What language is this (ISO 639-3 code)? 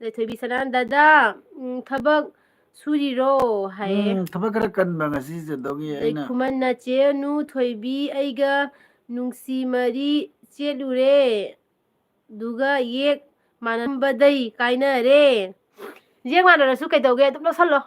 mni